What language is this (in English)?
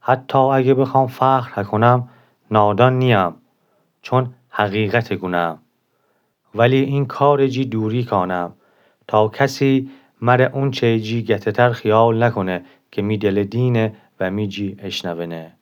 Gilaki